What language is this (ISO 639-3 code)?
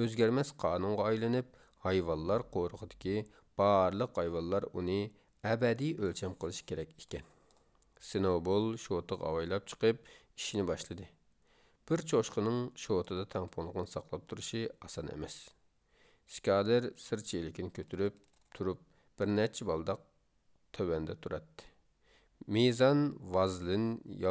uig